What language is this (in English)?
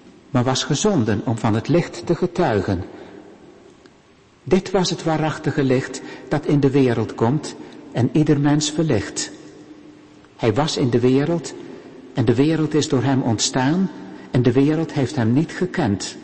Dutch